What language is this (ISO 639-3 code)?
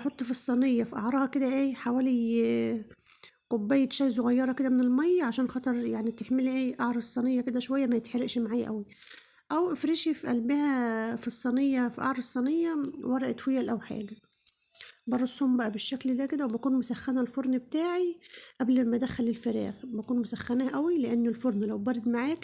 arz